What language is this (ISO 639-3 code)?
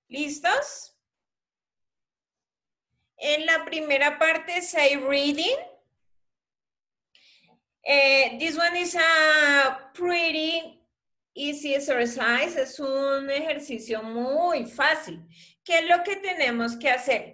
spa